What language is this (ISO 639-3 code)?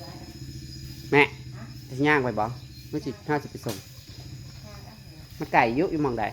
tts